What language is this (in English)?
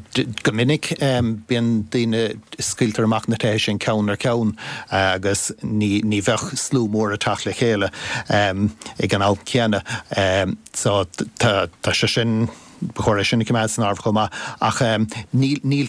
Irish